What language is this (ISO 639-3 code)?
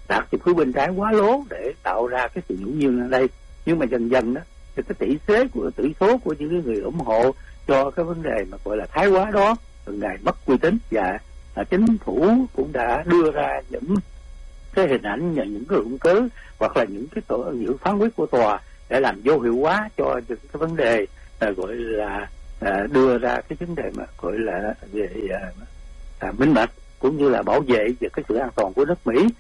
vie